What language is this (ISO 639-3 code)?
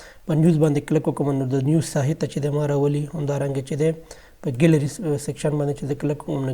pus